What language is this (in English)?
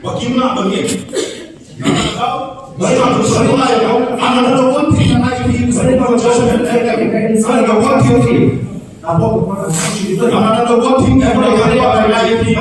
Khasi